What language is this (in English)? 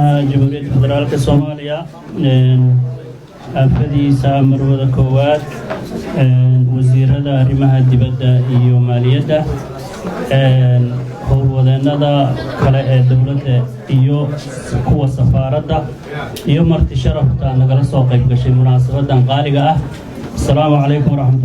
Somali